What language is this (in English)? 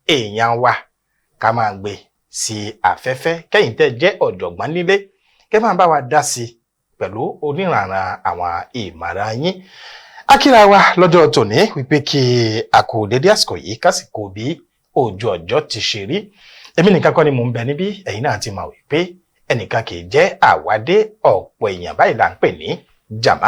Yoruba